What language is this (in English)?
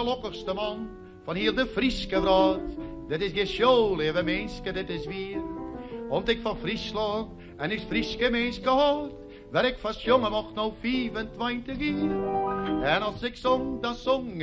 Western Frisian